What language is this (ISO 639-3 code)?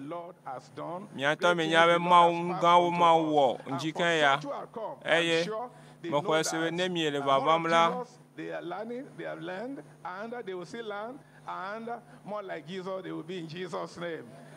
ewe